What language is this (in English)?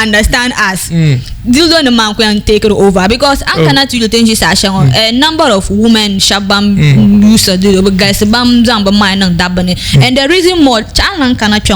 Dagbani